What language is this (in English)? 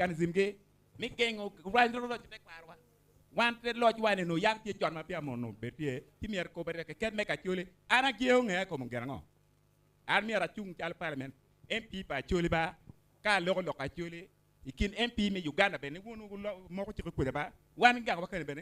Acoli